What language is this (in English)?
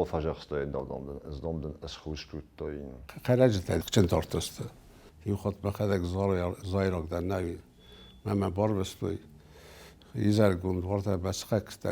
Ossetic